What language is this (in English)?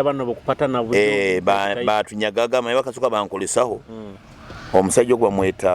Nyoro